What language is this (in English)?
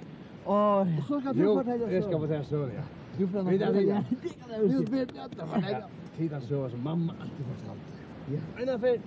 Faroese